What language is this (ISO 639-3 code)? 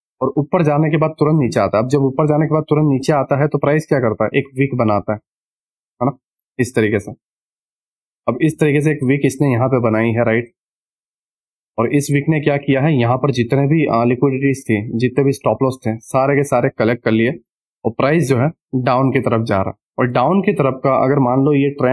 hin